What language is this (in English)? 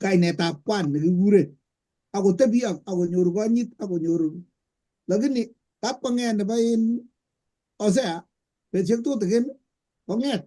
Kalenjin